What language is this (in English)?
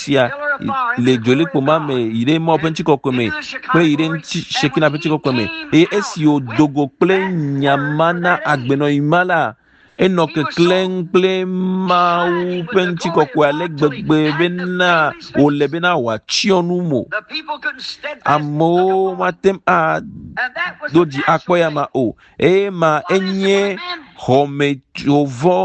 Ewe